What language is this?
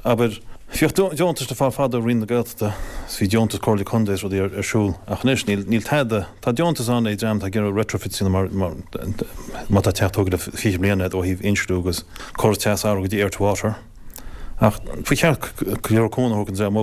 Irish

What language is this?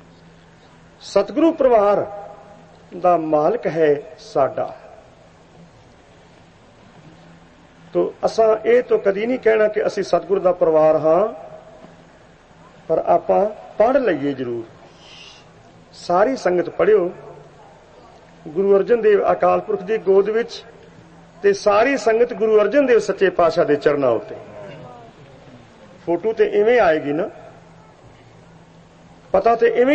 Punjabi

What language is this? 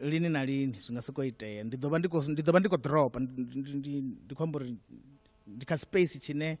Venda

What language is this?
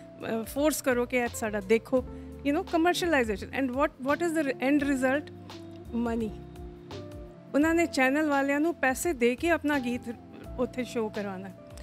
Punjabi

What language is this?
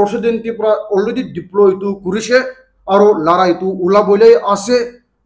Naga Pidgin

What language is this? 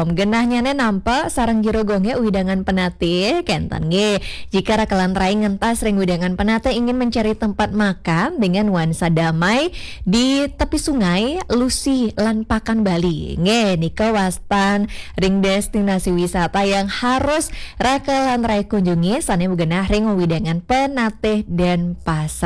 Balinese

